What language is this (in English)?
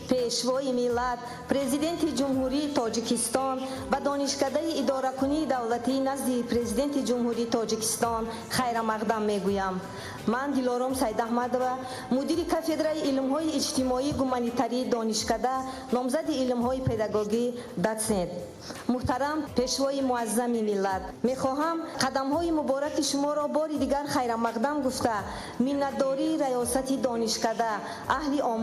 Tajik